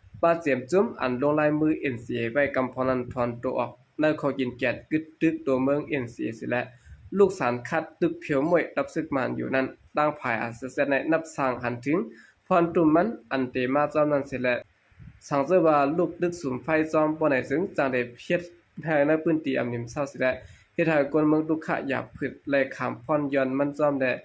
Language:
Shan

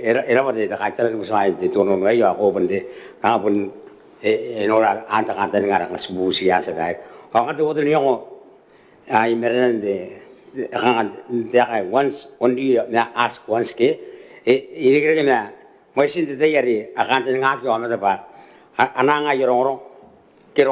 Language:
Gilbertese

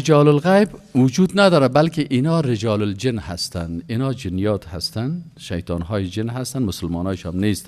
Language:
Persian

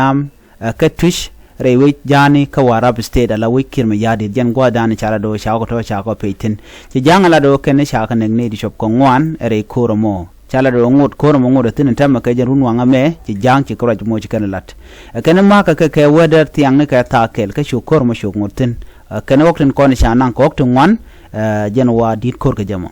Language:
Nuer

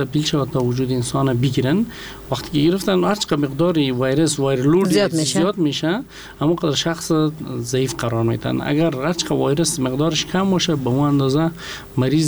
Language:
Persian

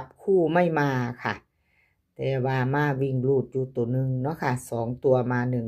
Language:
Northeastern Thai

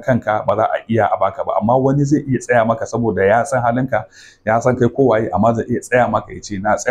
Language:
Hausa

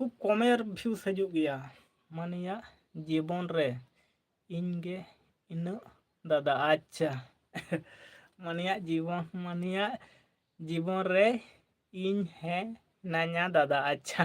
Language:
Santali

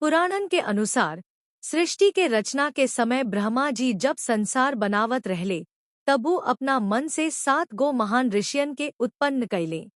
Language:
Bhojpuri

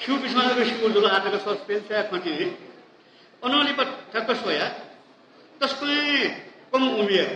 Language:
Newari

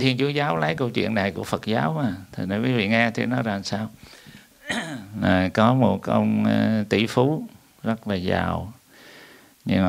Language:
Vietnamese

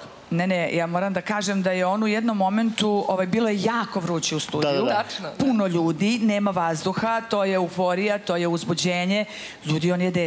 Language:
Serbian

